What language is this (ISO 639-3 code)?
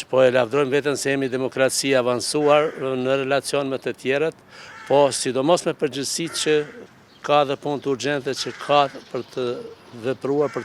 sqi